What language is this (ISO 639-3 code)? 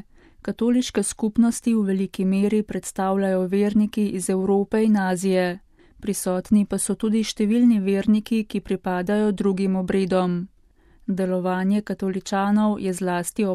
slv